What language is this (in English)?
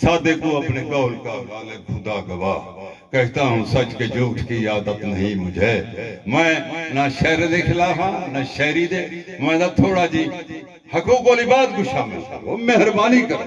Saraiki